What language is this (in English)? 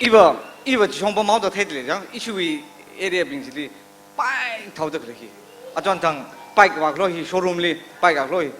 Tangkhul Naga (India)